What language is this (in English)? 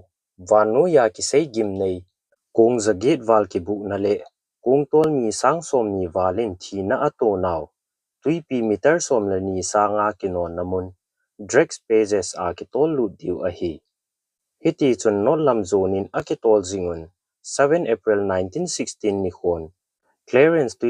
Thado Chin